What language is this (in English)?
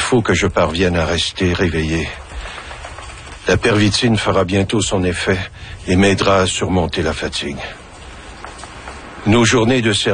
French